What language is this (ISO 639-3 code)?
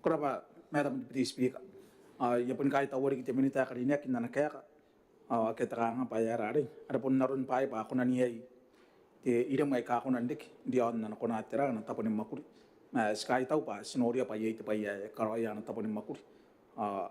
gil